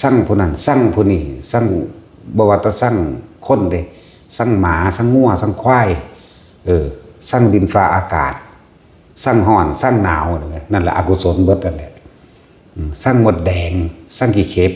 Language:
Northeastern Thai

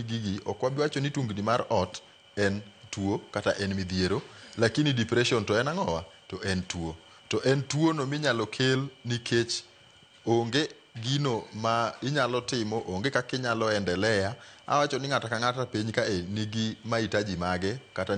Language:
Luo (Kenya and Tanzania)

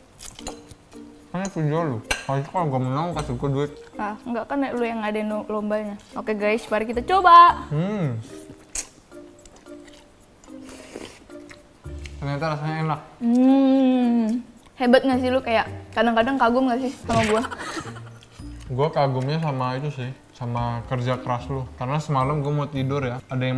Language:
Indonesian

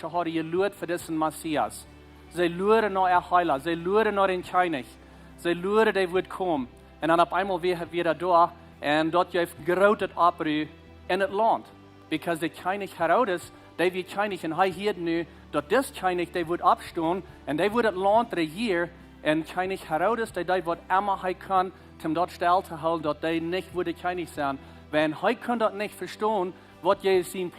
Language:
Plautdietsch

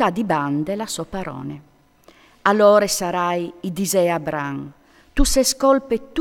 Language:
Friulian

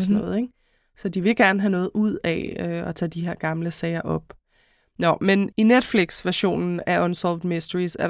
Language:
Danish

